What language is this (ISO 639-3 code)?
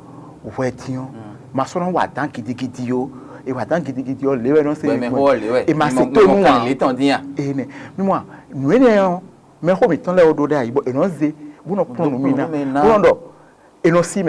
fon